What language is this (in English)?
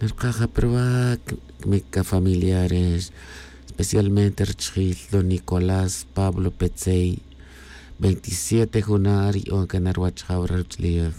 Tz'utujil